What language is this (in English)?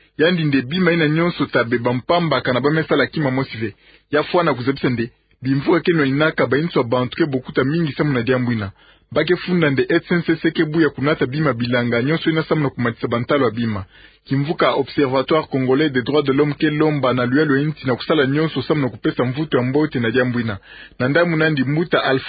Kituba (Democratic Republic of Congo)